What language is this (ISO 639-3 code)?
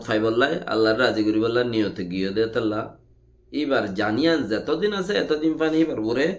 rhg